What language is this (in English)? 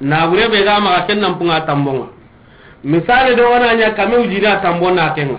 Soninke